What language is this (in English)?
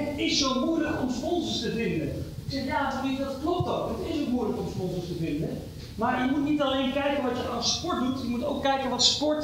Dutch